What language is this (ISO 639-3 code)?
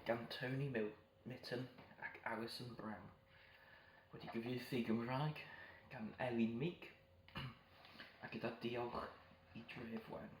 cym